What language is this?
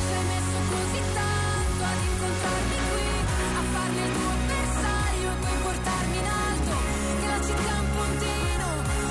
Italian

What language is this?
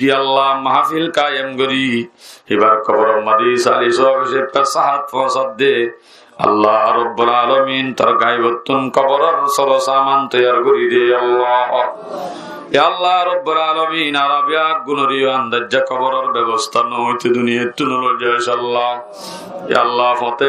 Rohingya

